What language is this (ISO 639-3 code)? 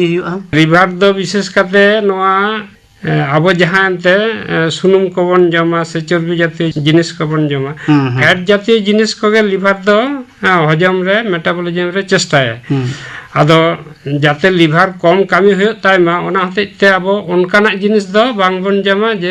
sat